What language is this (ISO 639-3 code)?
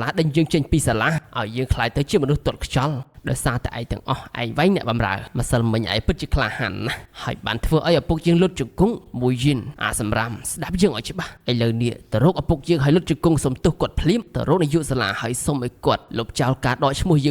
khm